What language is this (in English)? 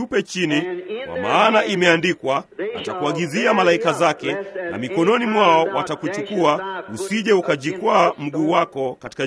Swahili